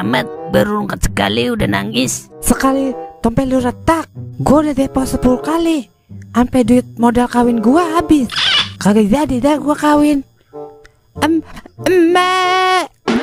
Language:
Betawi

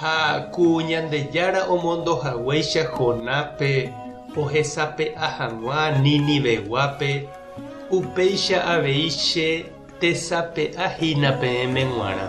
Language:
Guarani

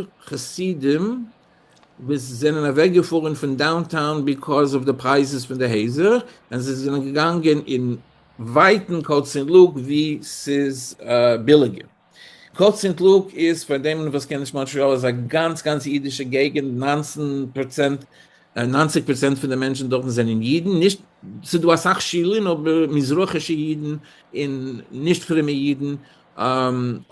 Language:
Yiddish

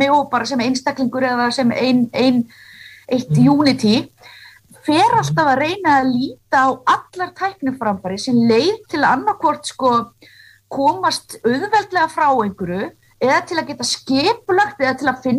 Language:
Icelandic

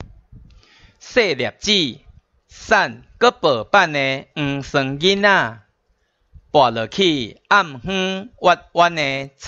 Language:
Min Nan Chinese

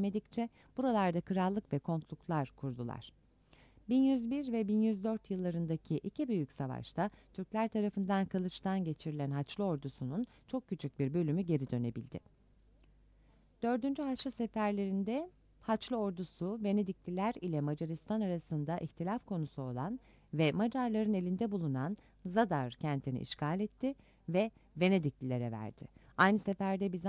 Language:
Turkish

